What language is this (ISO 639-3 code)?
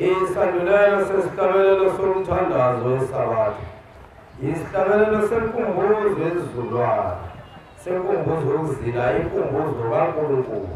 zul